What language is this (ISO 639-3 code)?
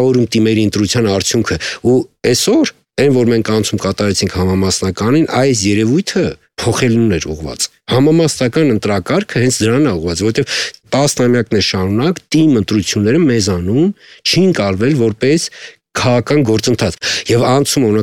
hye